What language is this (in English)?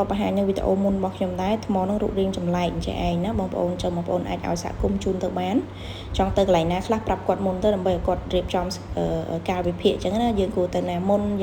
Khmer